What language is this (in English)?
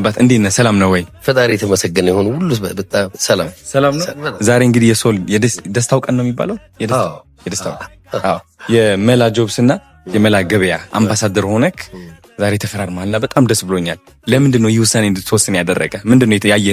Amharic